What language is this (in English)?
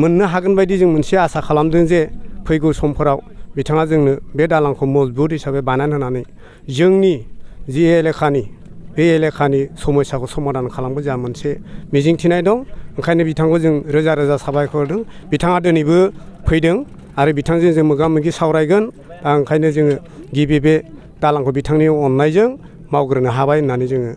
Bodo